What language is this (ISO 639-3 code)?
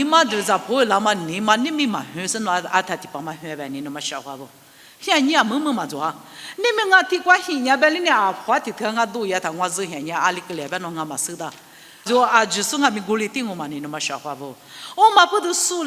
lis